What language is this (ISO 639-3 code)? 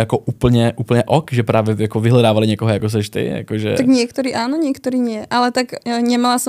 slk